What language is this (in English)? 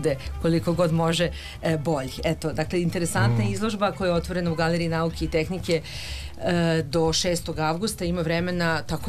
Serbian